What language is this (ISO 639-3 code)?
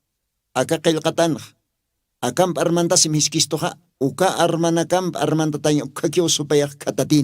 aym